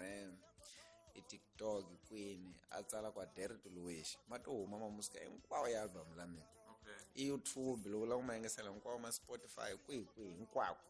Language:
Tsonga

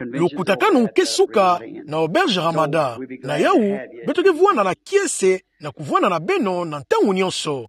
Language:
Kituba (Democratic Republic of Congo)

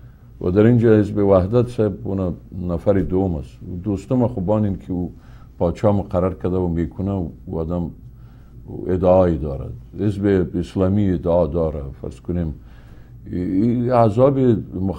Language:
Persian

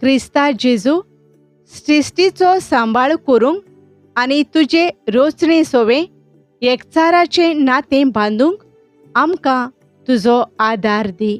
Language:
Konkani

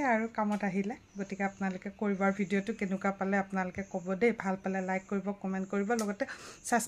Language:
Assamese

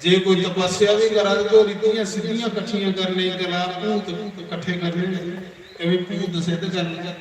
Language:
Dogri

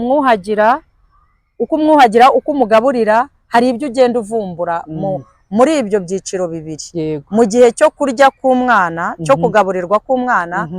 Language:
Kinyarwanda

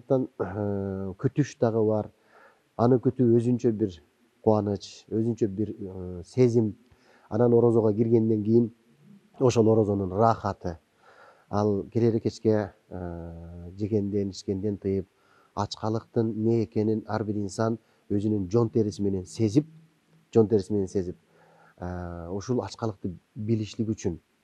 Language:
Kyrgyz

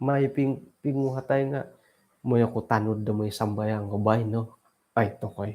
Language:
Central Dusun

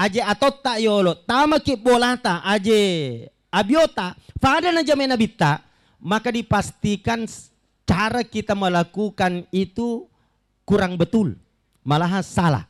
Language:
Buginese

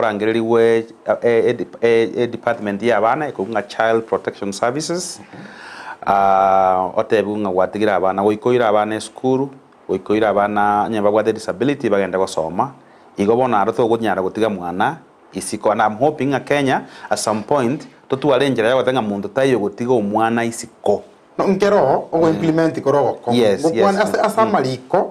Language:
Gusii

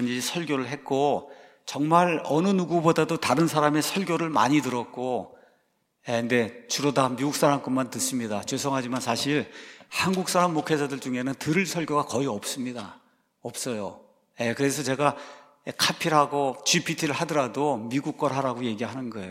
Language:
Korean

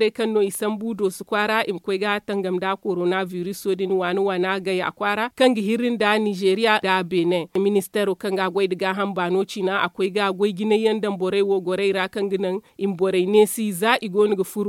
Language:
Zarma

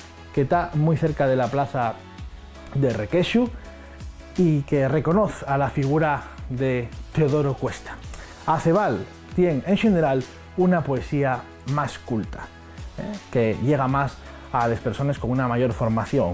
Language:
Asturian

